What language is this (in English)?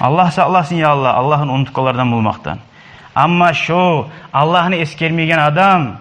Kumyk